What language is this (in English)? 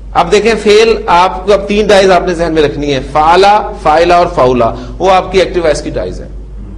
Urdu